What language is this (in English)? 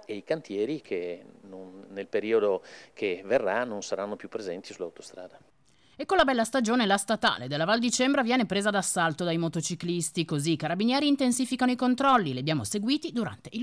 Italian